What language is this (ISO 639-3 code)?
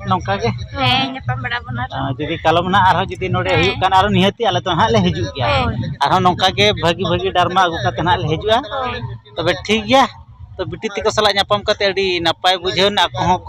sat